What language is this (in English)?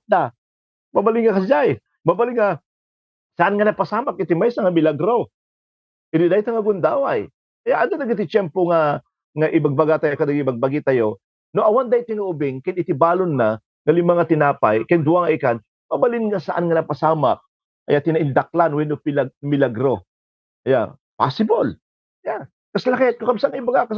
Iloko